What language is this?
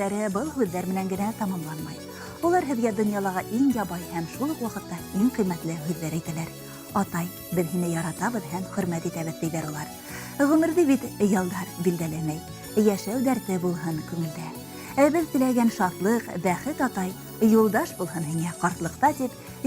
Bashkir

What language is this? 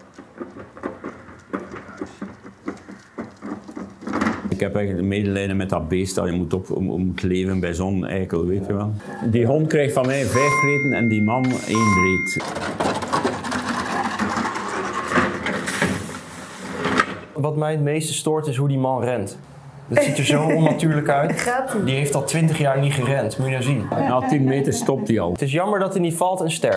Dutch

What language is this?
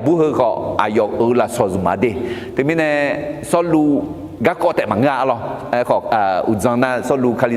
Akha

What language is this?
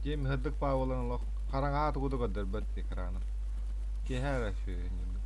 Yakut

